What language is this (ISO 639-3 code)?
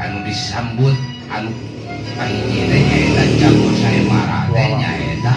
sun